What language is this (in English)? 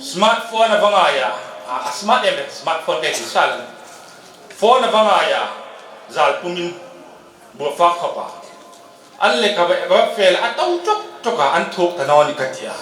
Hmar